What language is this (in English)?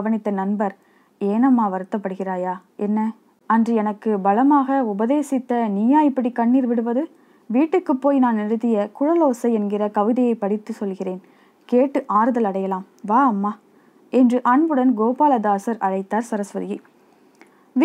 Tamil